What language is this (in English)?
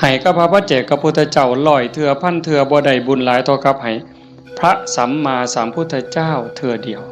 Northeastern Thai